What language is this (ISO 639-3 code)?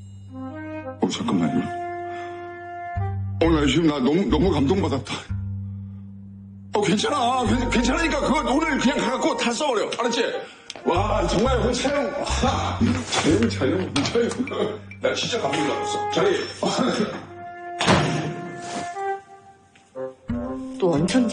kor